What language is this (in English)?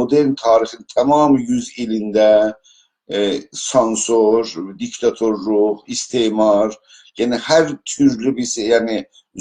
South Azerbaijani